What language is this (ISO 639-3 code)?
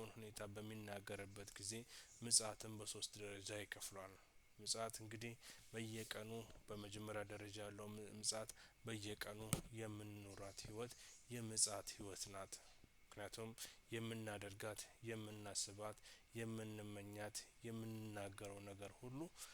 amh